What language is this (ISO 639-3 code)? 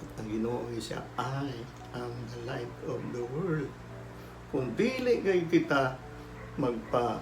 ceb